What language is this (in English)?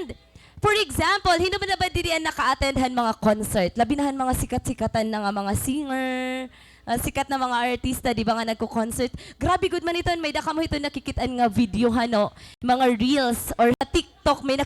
Waray